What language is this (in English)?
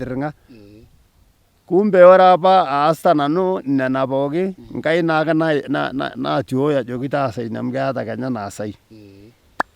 Masai